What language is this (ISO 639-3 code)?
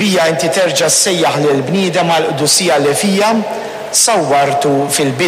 mlt